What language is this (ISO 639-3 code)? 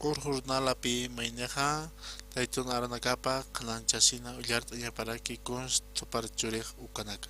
aym